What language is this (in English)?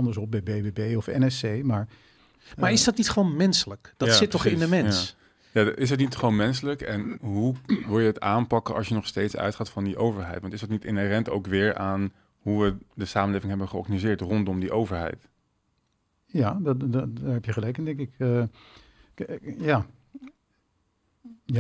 Dutch